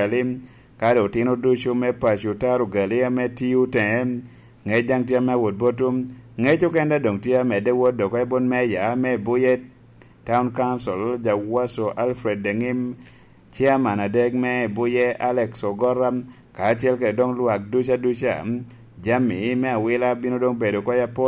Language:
Lango (Uganda)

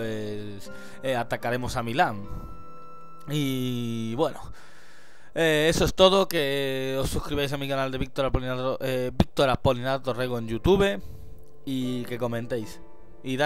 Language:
Spanish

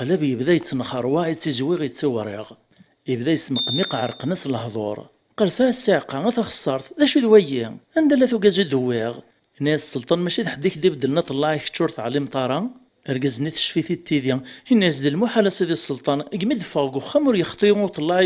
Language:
Kabyle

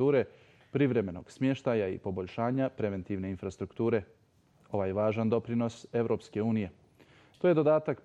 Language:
Bosnian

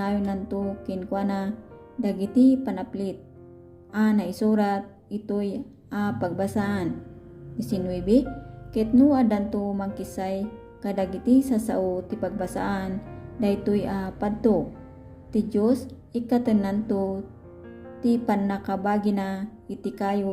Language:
Iloko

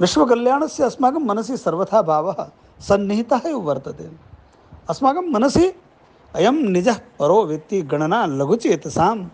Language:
Sanskrit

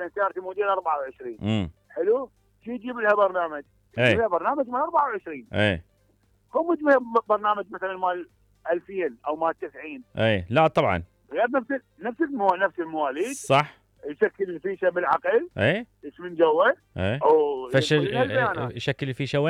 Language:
Mesopotamian Arabic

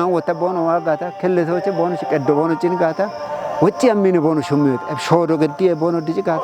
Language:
Kafa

